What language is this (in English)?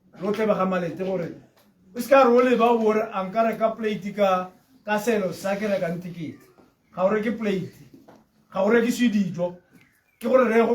Tswana